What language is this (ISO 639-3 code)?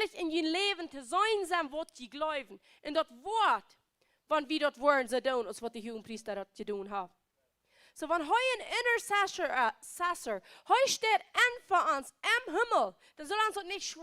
pdt